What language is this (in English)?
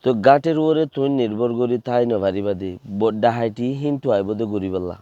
Rohingya